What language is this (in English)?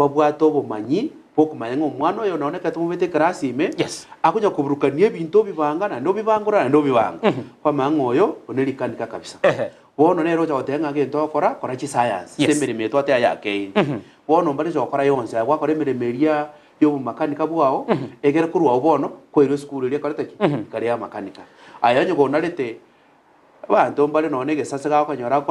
Gusii